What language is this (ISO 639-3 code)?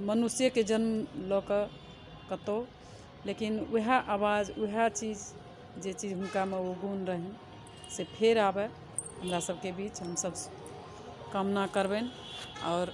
mai